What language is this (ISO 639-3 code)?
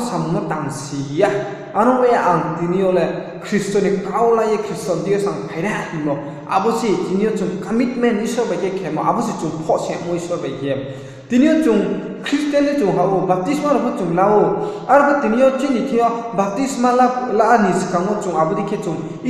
ria